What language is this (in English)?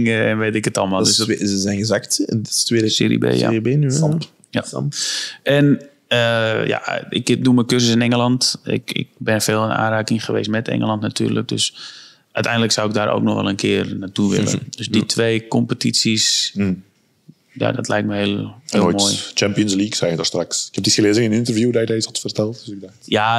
Dutch